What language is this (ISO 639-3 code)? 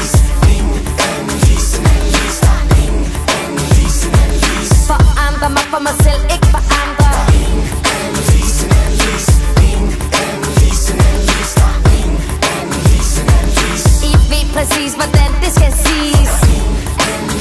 dan